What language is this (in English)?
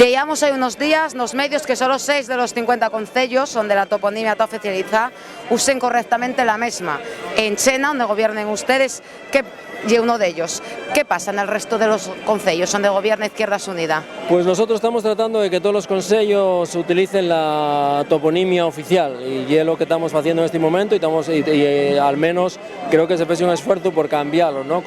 Asturian